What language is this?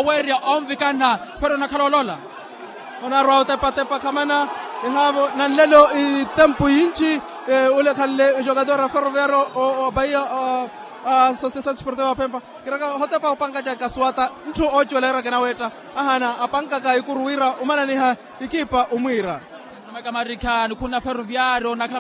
Makhuwa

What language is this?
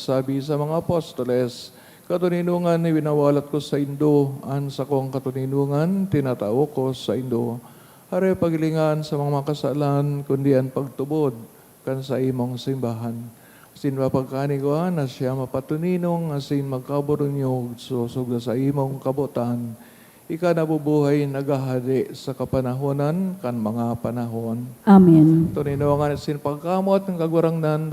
Bikol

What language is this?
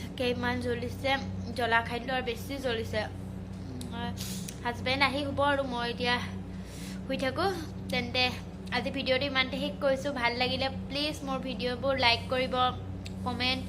Assamese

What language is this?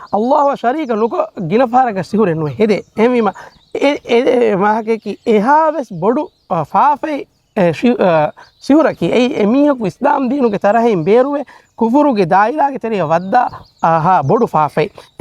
Divehi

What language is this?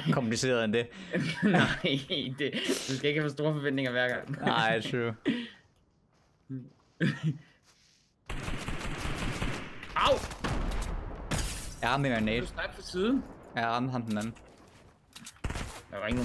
Danish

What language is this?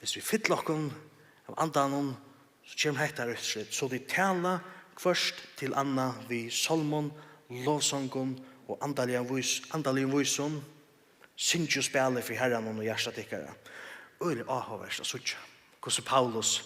Faroese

